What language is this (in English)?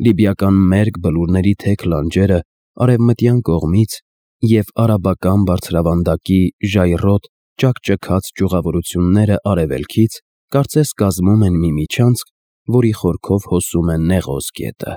Armenian